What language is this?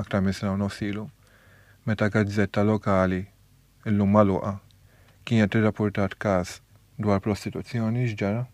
Maltese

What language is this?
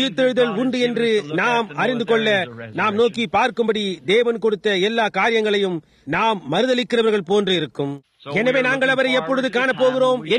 Tamil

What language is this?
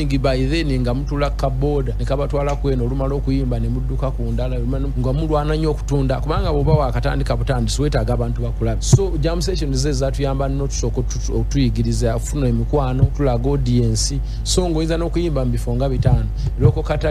Ganda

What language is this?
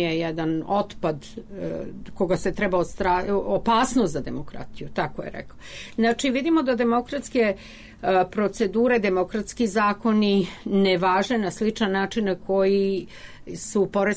Serbian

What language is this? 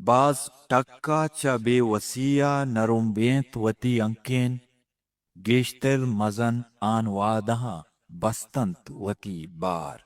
Eastern Balochi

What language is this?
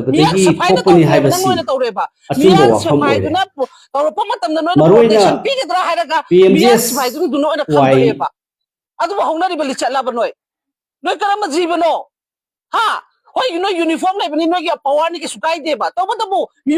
Manipuri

